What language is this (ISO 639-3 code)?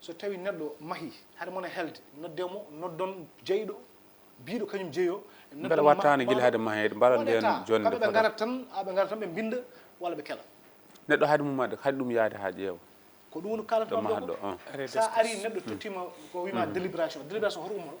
ful